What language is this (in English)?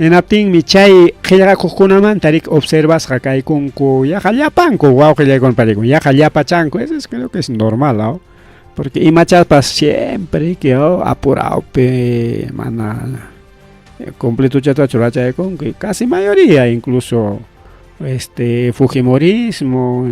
Ayacucho Quechua